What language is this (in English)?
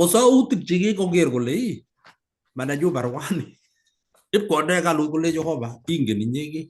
Kalenjin